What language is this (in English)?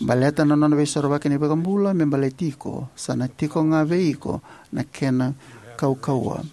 Fijian